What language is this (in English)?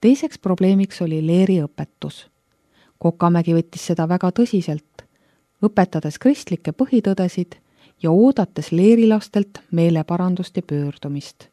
Estonian